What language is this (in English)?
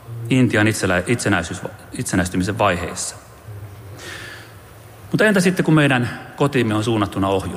Finnish